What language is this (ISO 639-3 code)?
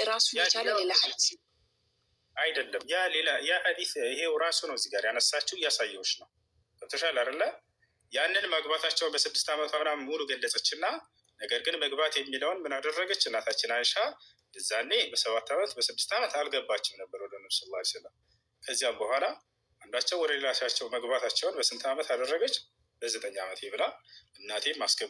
amh